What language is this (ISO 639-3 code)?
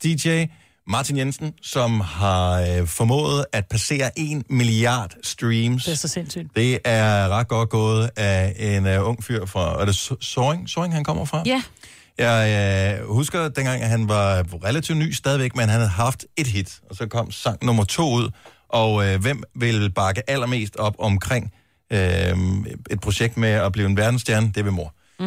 dan